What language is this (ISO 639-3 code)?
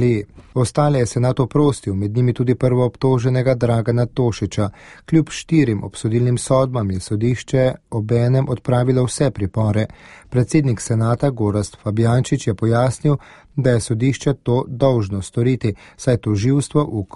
slv